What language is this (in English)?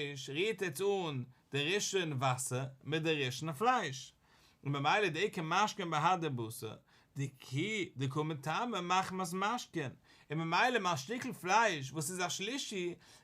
Yiddish